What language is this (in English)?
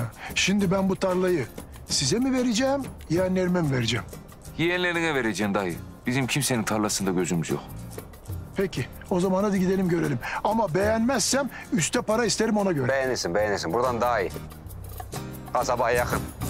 Turkish